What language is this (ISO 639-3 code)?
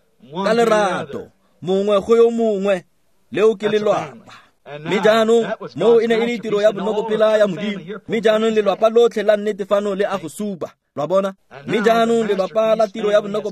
tsn